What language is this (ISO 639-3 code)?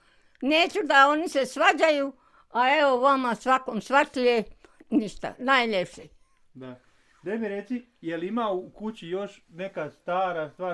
bos